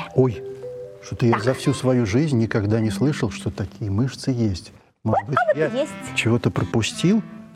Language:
Russian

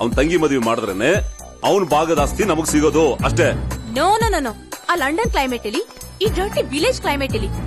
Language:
Kannada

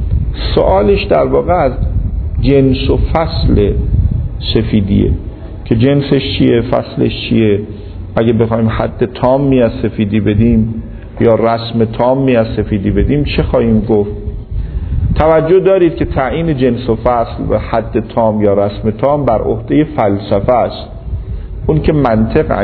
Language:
Persian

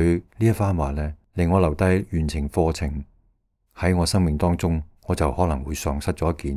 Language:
Cantonese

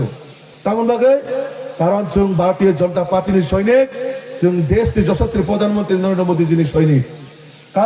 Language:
Kok Borok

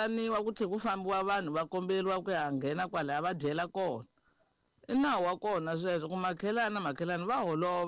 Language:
Tsonga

